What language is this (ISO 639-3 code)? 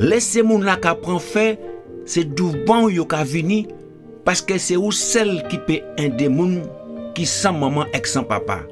gcf